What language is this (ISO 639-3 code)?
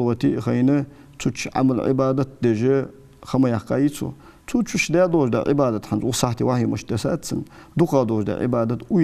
inh